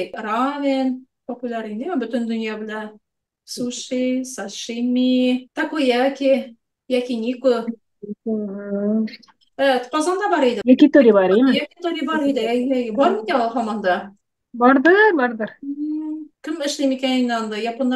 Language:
Tatar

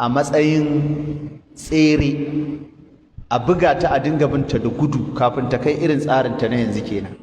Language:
Hausa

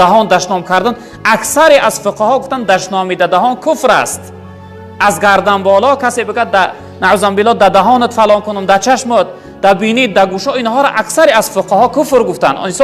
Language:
Tajik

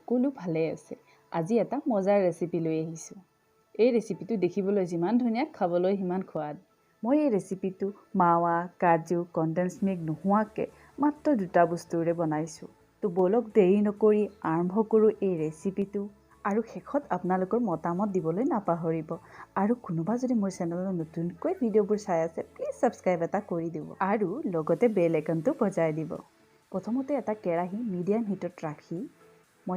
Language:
Assamese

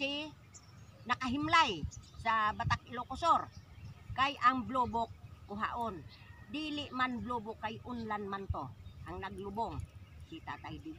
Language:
Cebuano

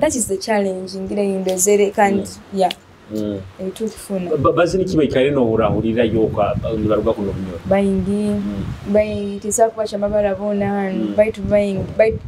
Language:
Nyoro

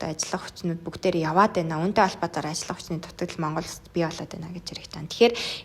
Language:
Mongolian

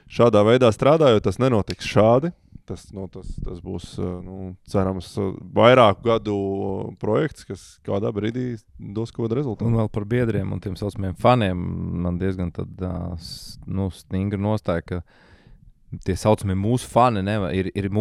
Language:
Latvian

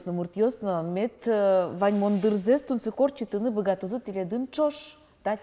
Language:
Udmurt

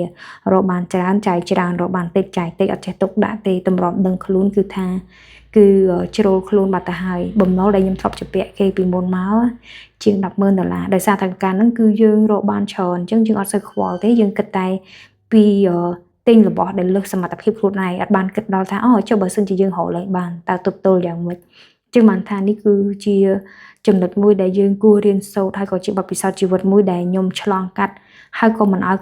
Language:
Khmer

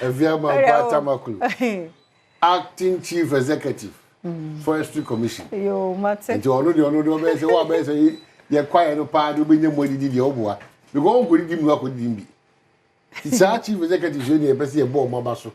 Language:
Akan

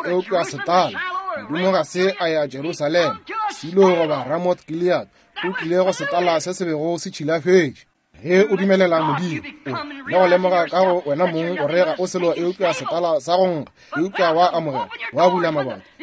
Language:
Northern Sotho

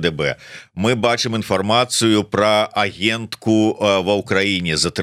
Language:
Belarusian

